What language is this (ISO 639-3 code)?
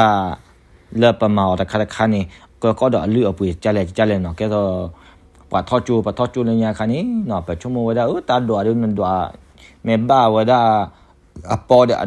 ksw